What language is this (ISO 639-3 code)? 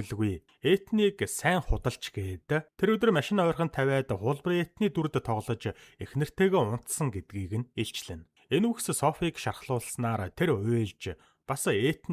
mon